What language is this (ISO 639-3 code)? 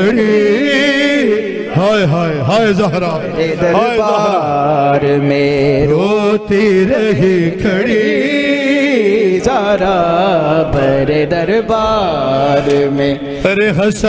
urd